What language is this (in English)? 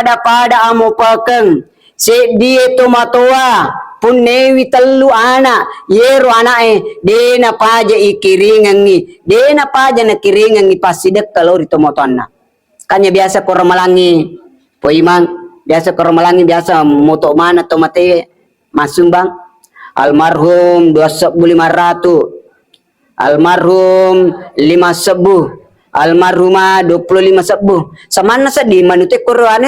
Buginese